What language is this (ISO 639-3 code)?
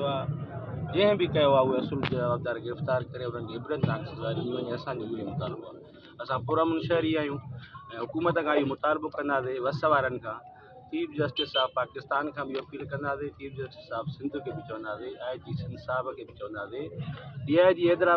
snd